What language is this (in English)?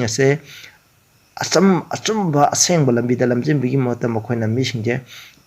Manipuri